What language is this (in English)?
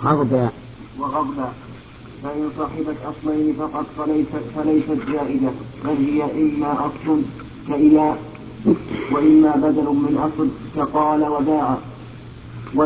Arabic